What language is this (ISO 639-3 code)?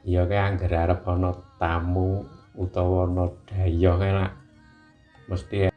jav